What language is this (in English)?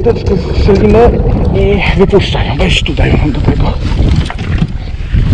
Polish